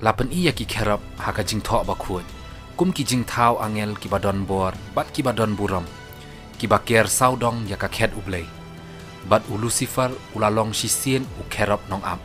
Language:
Khasi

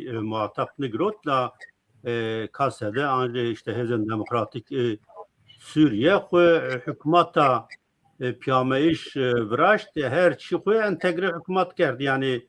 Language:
Zaza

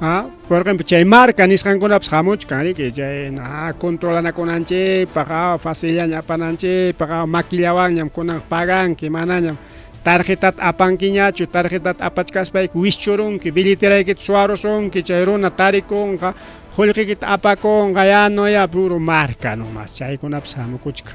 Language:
Ayacucho Quechua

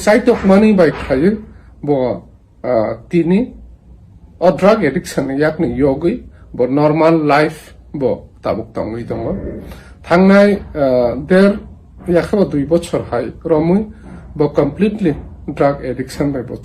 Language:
Kok Borok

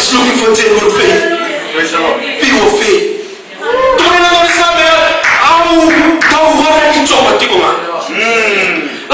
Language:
Fijian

